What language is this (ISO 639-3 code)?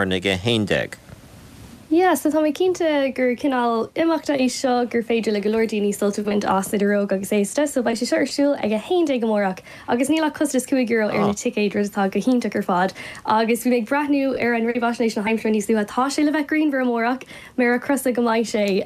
gle